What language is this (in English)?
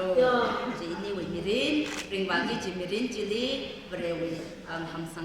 Tangkhul Naga (India)